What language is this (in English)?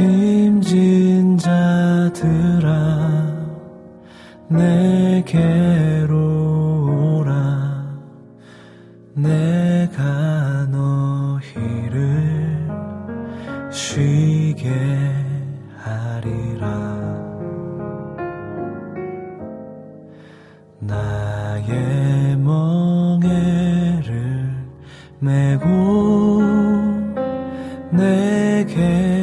Korean